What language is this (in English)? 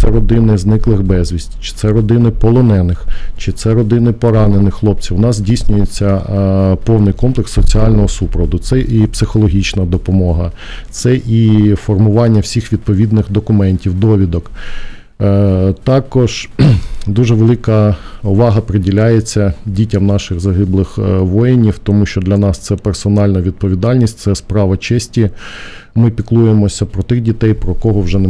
Ukrainian